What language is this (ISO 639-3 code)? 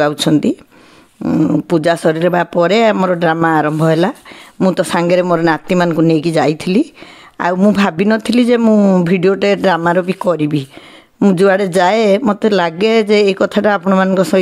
ori